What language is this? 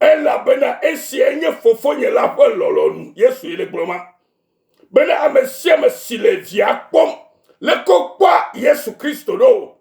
Ewe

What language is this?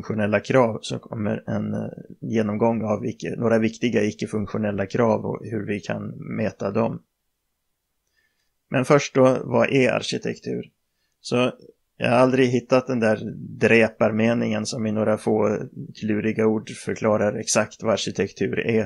Swedish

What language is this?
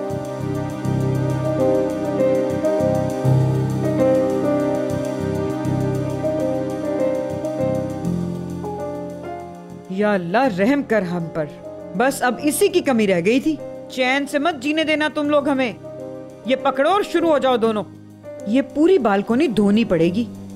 Hindi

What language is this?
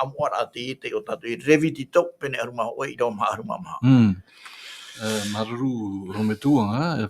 Tahitian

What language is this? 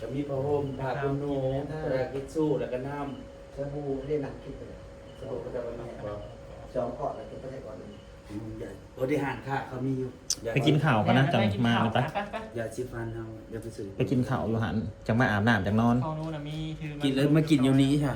Northeastern Thai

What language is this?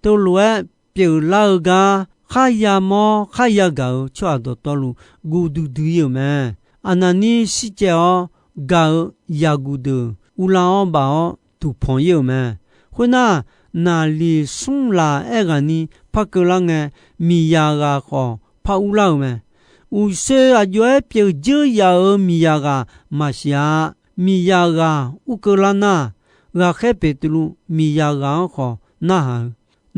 Akha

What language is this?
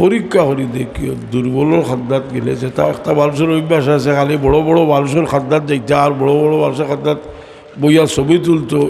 Sylheti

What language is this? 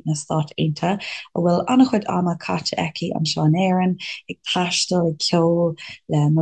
Irish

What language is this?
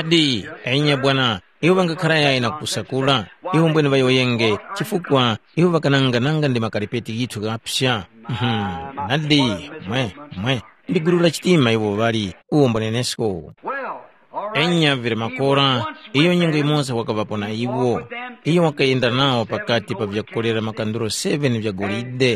Tumbuka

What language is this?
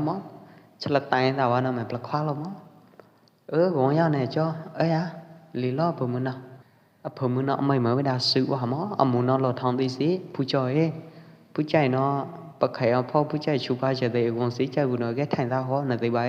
Pwo Eastern Karen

